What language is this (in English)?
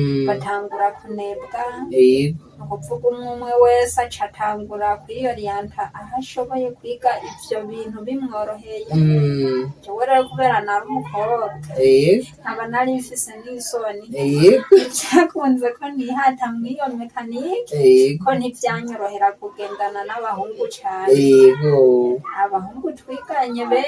Rundi